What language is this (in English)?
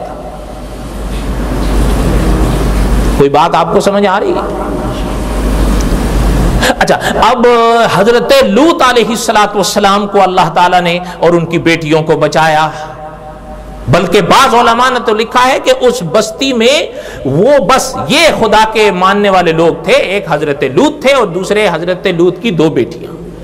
Urdu